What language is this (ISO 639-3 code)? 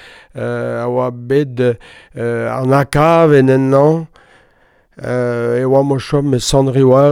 bre